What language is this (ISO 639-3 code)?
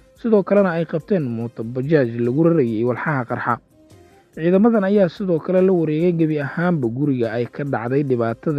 som